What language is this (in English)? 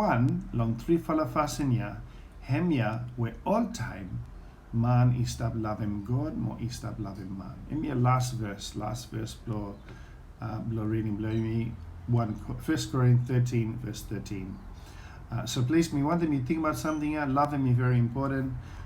Bislama